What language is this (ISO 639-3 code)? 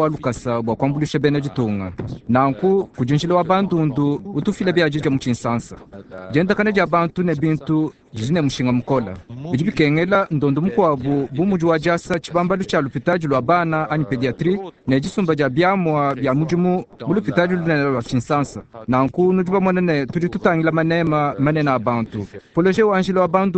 lua